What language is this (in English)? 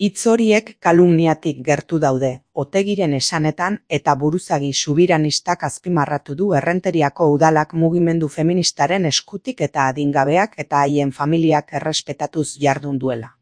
Basque